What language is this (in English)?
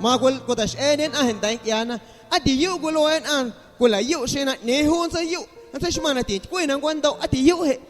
Guerrero Amuzgo